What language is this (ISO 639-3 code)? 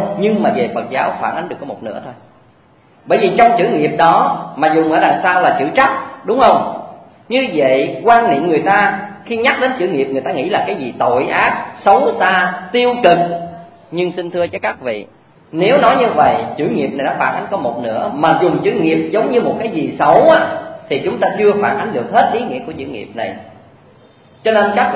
vie